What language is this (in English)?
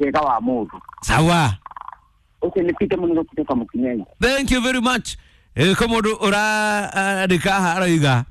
Kikuyu